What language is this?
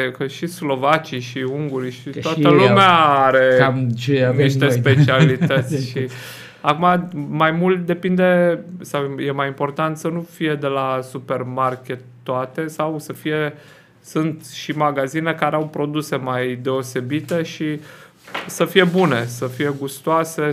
Romanian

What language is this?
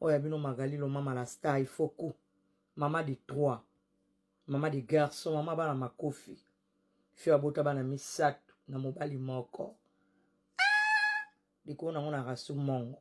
Lingala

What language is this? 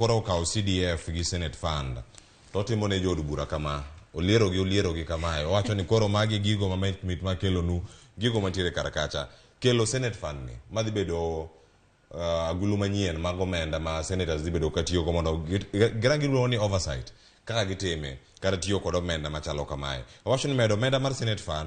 Luo (Kenya and Tanzania)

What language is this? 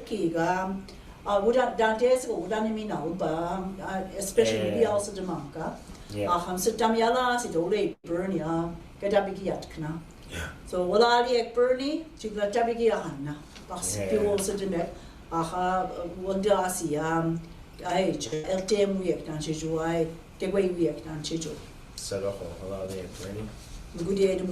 Mi'kmaw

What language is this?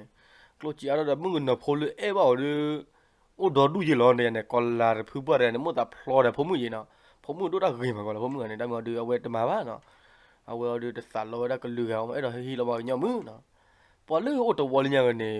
S'gaw Karen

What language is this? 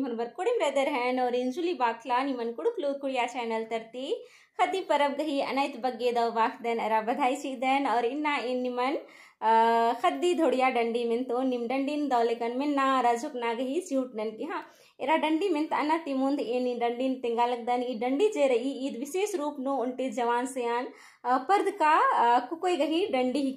Kurukh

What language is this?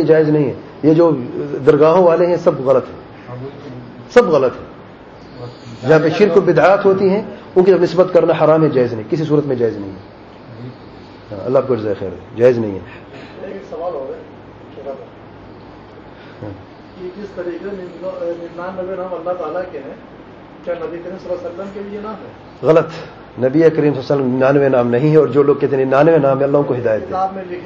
Urdu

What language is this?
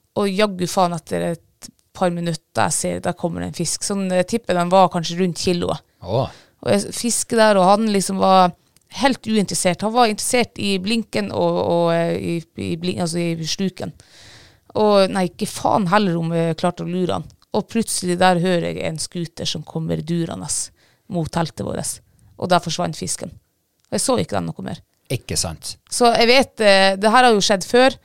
Norwegian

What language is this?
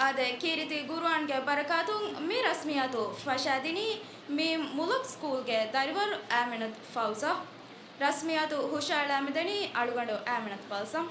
Divehi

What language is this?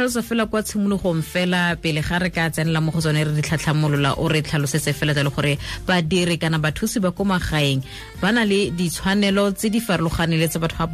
Tswana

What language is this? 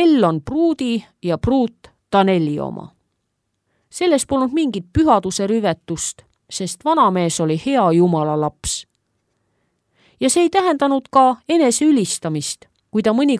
Estonian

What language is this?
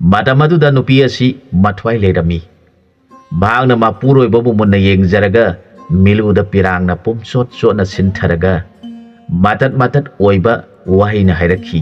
Manipuri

